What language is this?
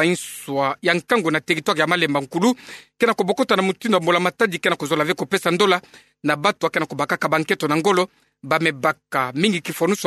Kituba (Democratic Republic of Congo)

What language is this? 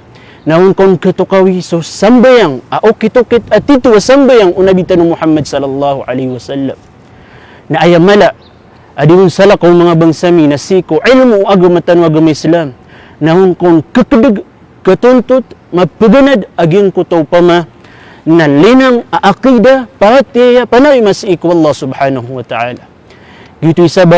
Maranao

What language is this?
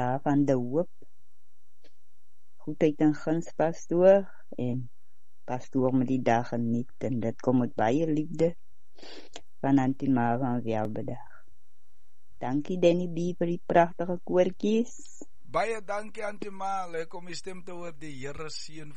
Afrikaans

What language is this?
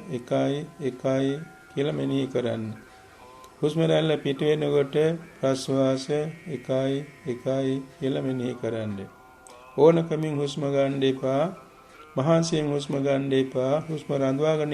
Sinhala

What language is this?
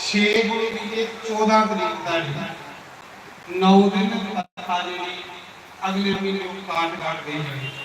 Dogri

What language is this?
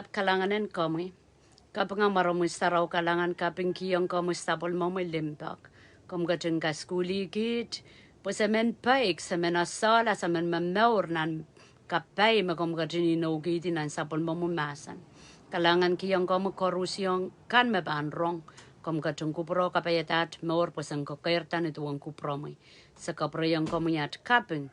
Pohnpeian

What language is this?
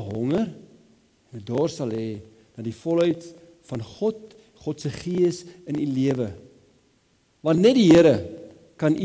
Afrikaans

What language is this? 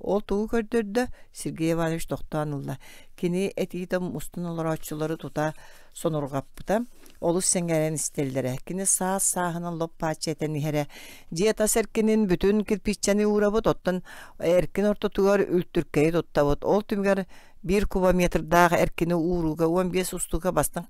Yakut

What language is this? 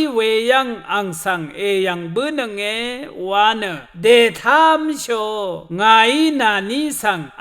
Rawang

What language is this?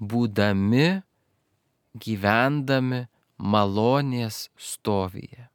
Lithuanian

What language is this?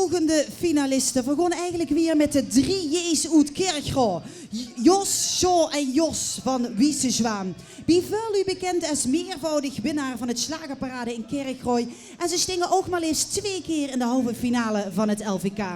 Limburgish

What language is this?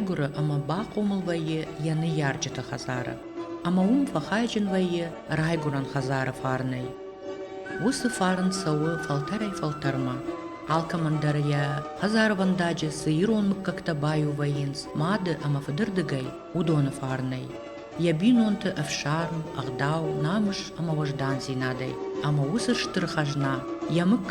Ossetic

